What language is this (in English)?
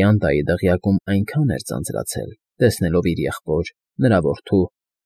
Armenian